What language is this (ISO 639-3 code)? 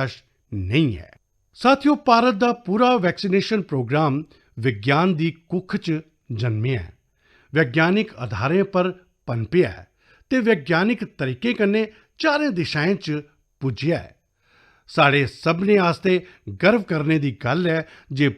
doi